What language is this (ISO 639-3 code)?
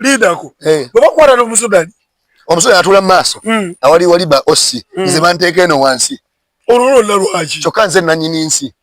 lug